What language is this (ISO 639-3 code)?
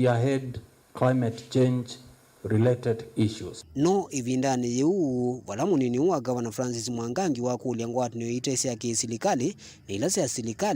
kam